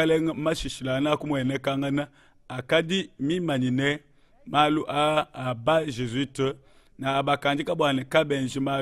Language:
Luba-Lulua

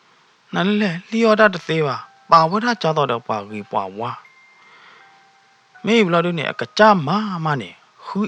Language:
S'gaw Karen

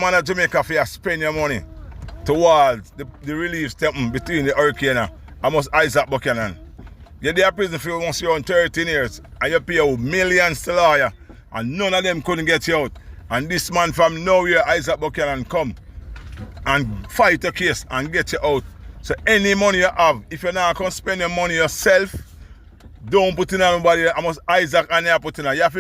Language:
Jamaican Creole English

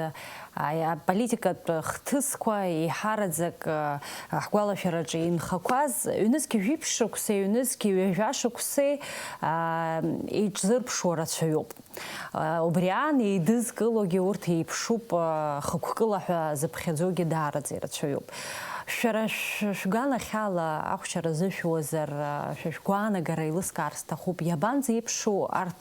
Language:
Abkhazian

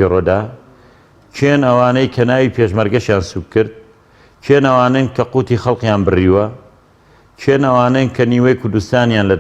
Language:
Central Kurdish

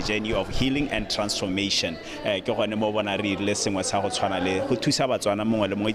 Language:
Tswana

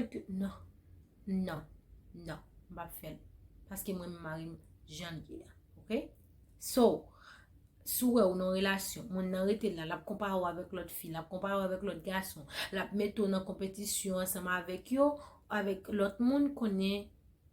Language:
Haitian Creole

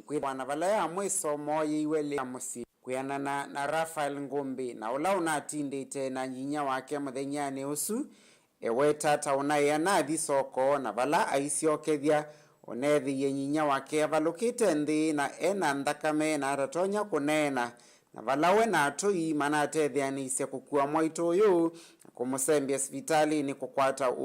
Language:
Kamba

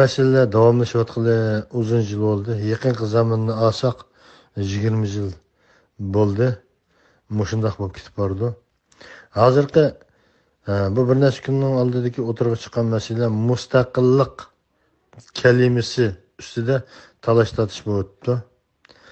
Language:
Uyghur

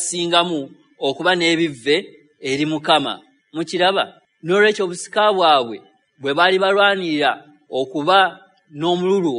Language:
Ganda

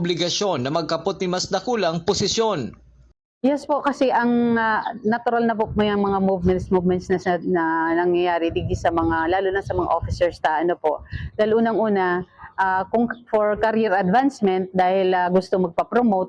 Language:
Bikol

